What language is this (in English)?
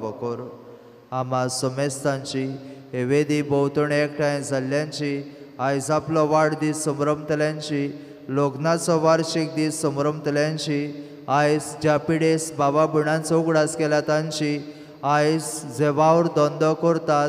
Konkani